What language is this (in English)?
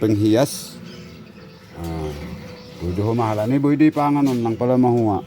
Batak Simalungun